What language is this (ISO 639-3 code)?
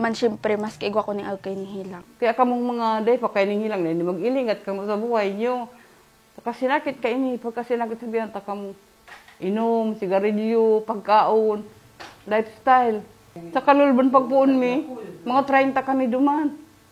bik